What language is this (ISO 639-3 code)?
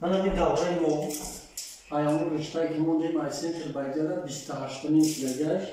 tgk